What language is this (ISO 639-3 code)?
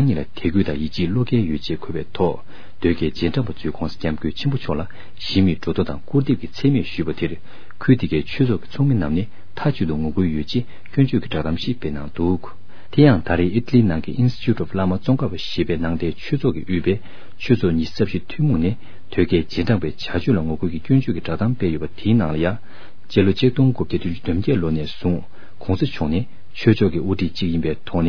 bod